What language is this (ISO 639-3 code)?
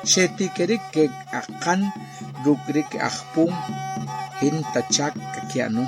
acr